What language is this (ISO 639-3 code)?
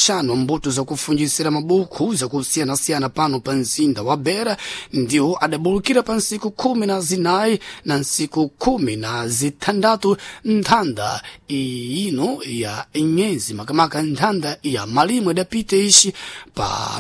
seh